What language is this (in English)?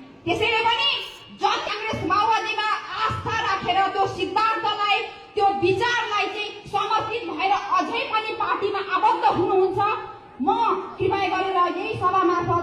Nepali